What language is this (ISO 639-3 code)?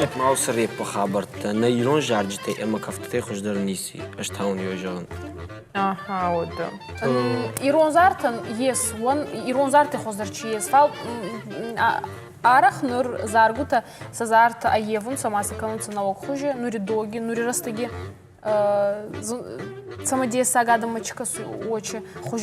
oss